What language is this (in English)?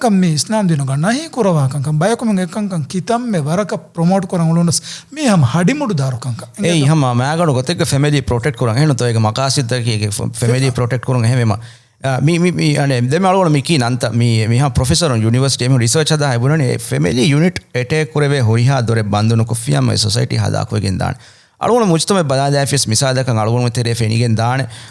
Divehi